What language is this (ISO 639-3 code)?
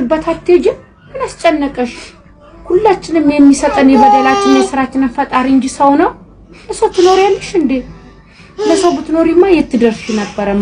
amh